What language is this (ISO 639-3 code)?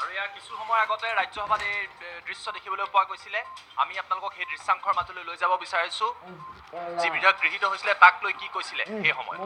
asm